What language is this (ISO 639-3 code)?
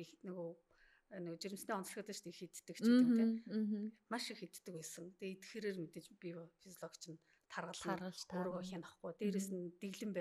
mon